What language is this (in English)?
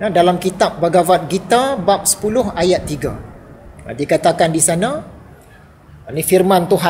Malay